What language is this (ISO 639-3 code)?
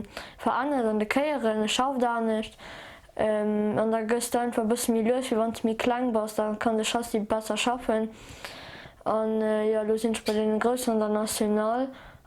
ltz